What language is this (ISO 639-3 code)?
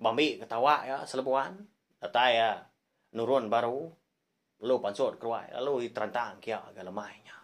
iba